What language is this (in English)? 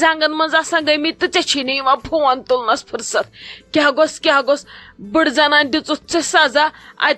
Kashmiri